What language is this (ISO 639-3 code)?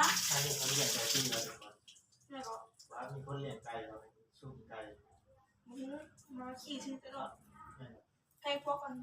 lao